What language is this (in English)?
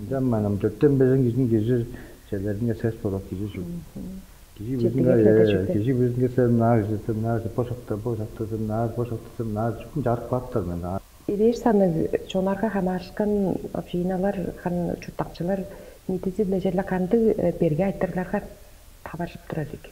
Tuvinian